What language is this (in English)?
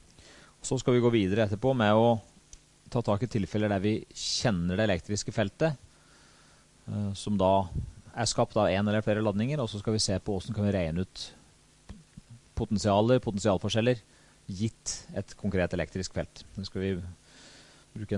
Norwegian